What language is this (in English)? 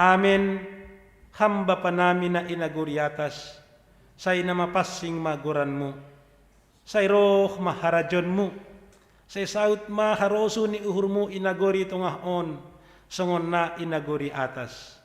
Batak Simalungun